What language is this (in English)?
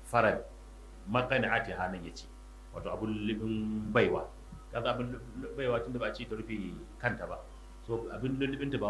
Hausa